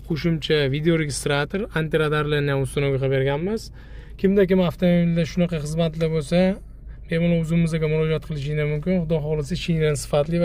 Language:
Uzbek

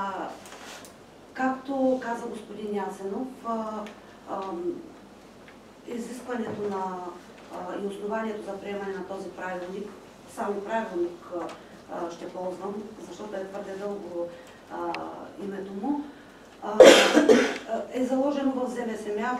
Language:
Bulgarian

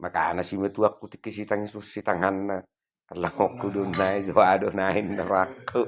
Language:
Batak Toba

